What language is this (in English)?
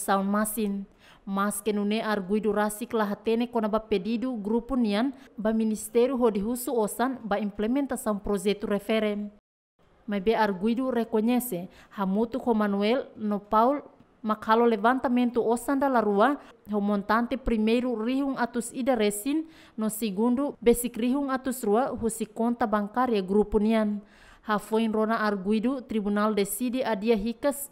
Tetum